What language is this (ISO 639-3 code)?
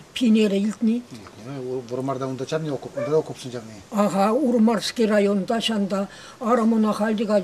chv